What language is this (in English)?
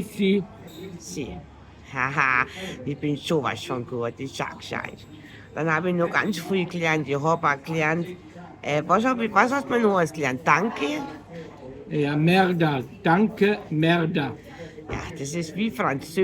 Bavarian